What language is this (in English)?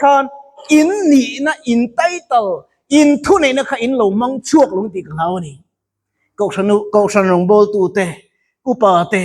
Mizo